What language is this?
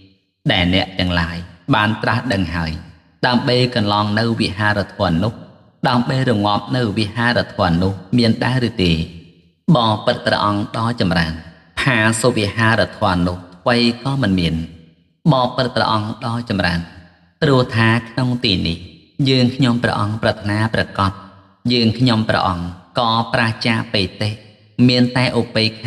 Khmer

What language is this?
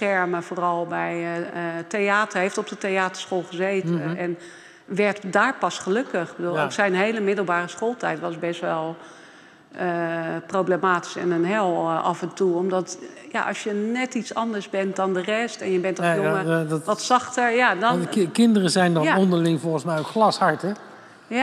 Dutch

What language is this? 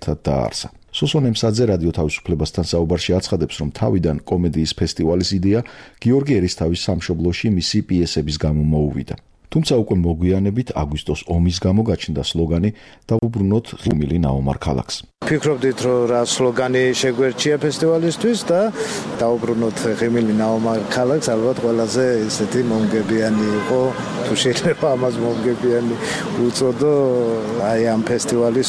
Georgian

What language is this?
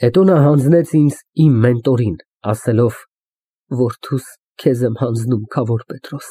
Armenian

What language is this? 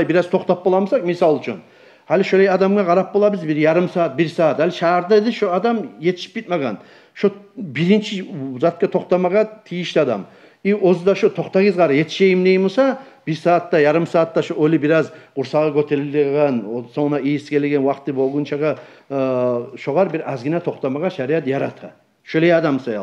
Kumyk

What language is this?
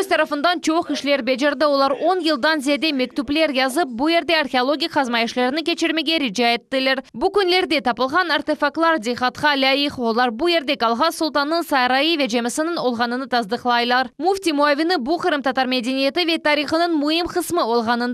Crimean Tatar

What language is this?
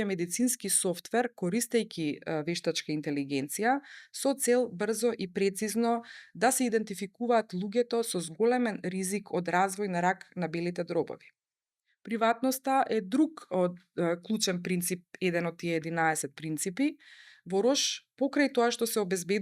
Macedonian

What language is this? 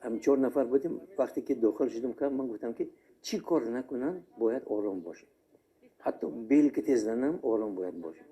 Tajik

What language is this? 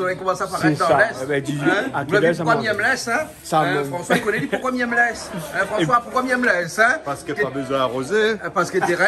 Réunion Creole French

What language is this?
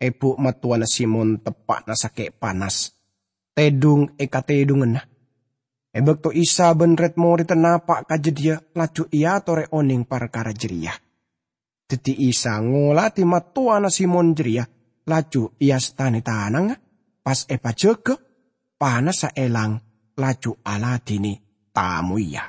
Madurese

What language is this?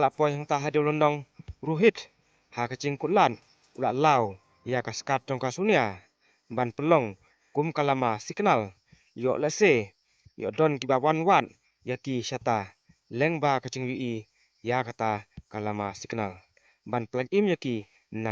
Khasi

